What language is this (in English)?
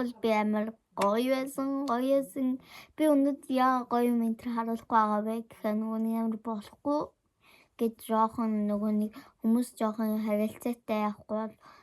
Mongolian